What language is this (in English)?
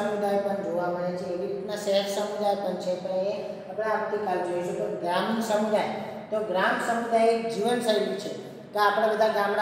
Gujarati